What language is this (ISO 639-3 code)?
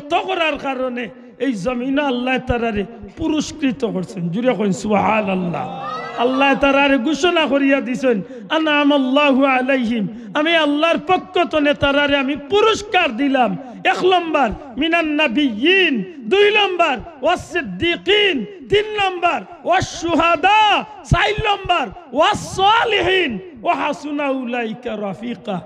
syl